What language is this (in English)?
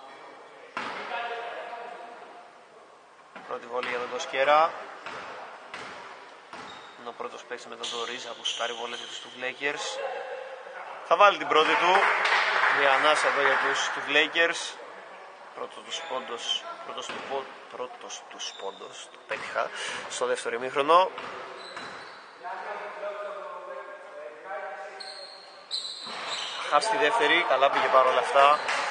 Greek